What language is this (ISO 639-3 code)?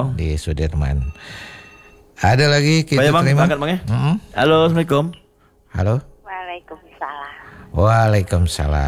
ind